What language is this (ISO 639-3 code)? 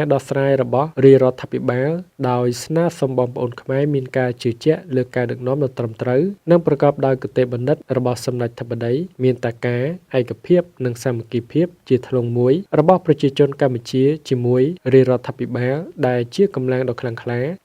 khm